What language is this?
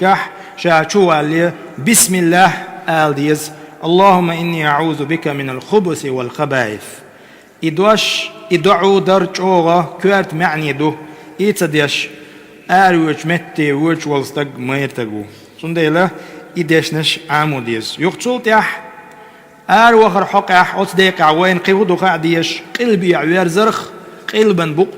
Chechen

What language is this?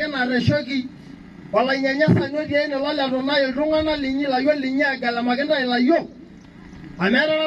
Masai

